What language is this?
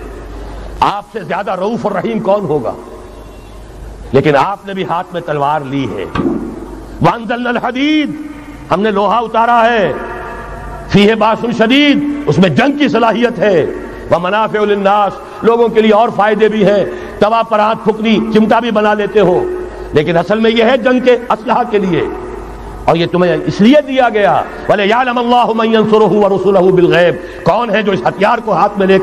Urdu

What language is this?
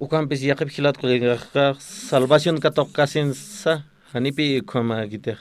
Aymara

